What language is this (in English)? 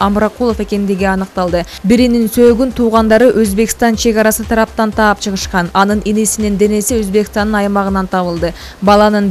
Kyrgyz